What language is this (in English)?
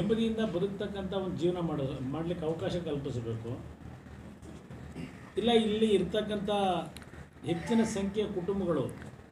Kannada